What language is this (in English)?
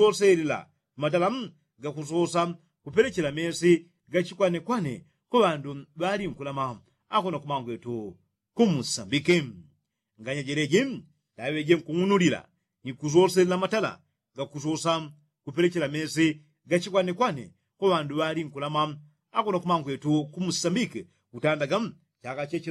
Yao